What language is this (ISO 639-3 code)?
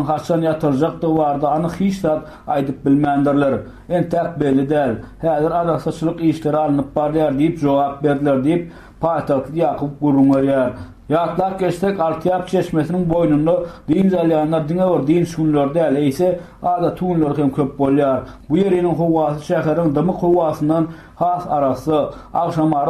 tuk